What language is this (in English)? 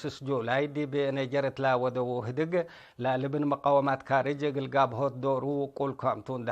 Tigre